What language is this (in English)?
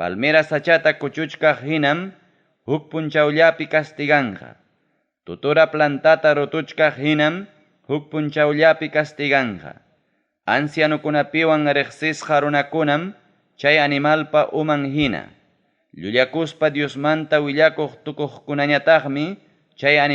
Ayacucho Quechua